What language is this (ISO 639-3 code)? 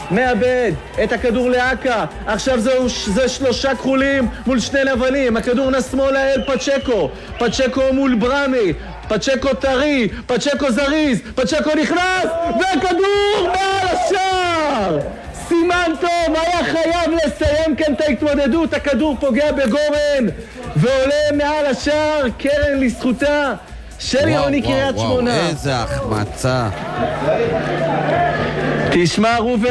heb